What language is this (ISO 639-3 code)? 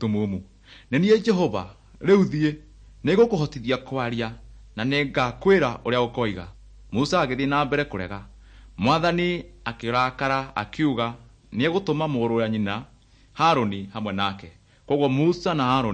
kik